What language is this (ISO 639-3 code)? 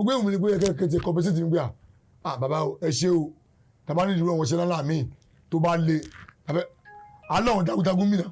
yor